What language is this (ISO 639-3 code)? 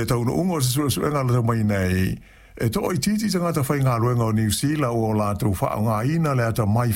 smo